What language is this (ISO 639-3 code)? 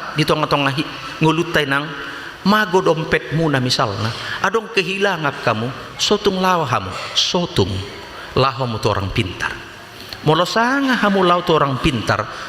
bbc